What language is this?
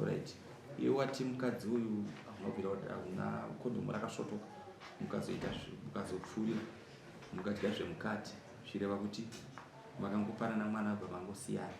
Shona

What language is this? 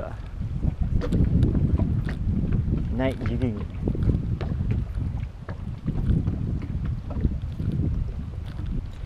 Malay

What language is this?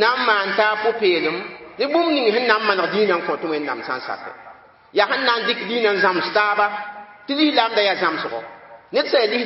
Mossi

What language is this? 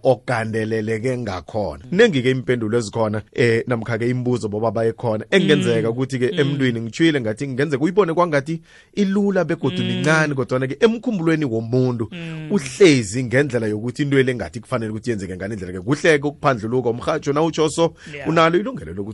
South Ndebele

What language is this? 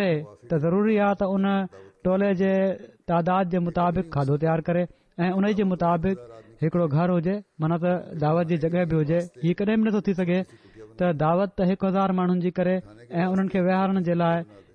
Sindhi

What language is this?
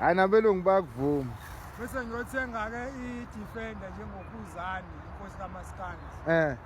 Zulu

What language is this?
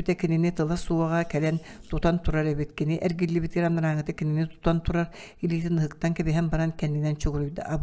Yakut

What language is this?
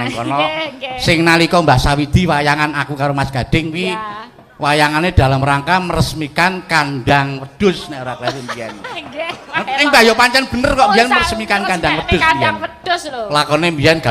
Javanese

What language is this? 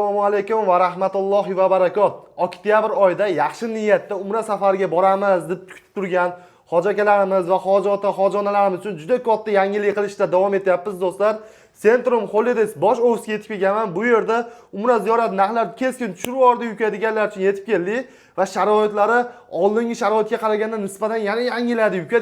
Uzbek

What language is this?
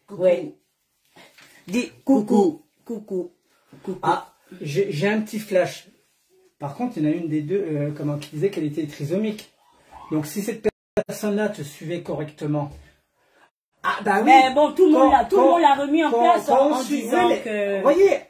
French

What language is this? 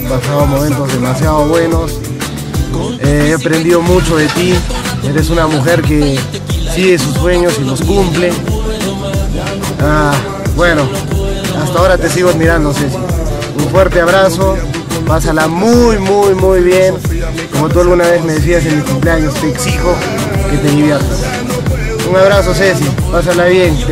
Spanish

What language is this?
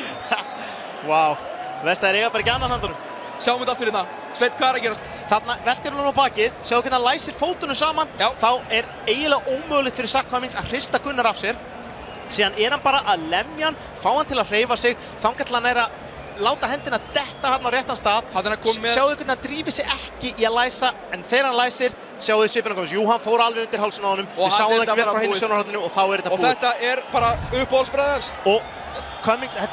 Icelandic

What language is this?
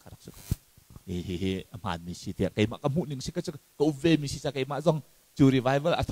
Hakha Chin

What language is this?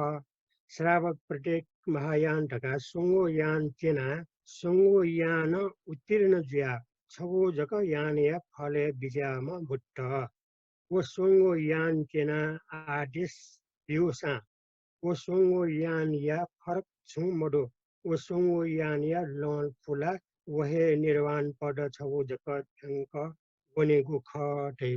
Newari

